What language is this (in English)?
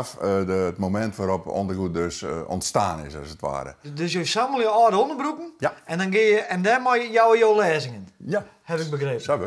Western Frisian